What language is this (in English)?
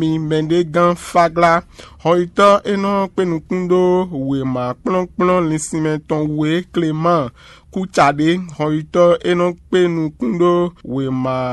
Fon